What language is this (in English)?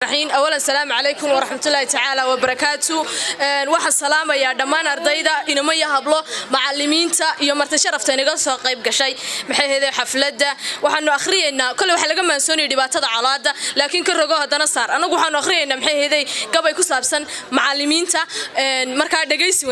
Somali